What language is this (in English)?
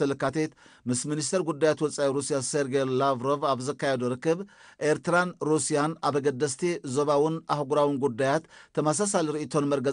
Tigrinya